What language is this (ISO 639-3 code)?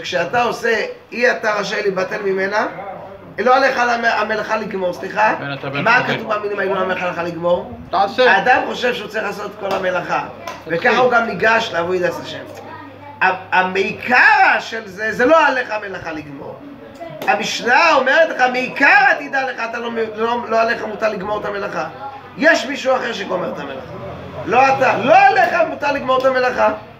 heb